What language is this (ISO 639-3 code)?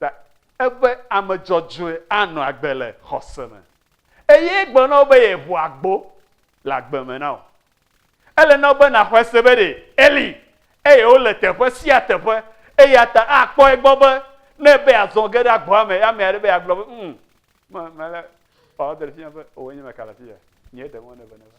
ewe